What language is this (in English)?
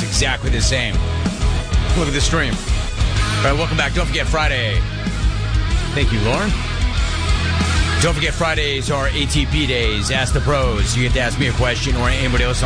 English